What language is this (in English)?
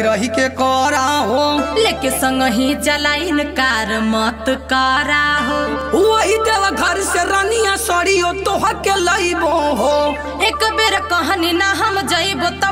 Bhojpuri